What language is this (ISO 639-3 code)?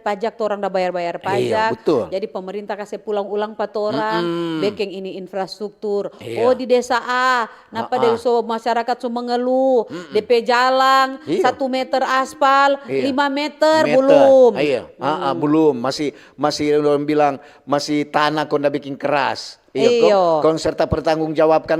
xmm